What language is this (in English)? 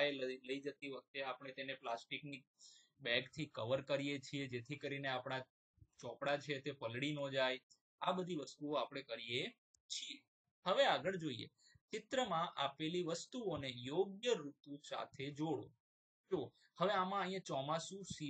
Gujarati